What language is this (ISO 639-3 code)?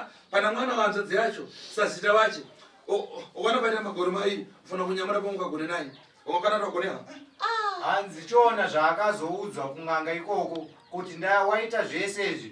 sna